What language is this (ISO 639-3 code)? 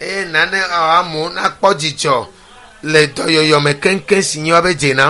ewe